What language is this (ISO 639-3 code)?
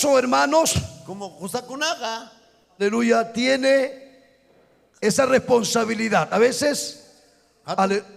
quy